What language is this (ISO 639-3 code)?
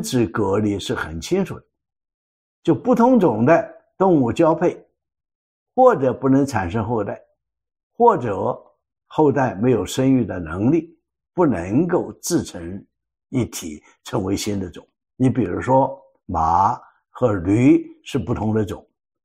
zho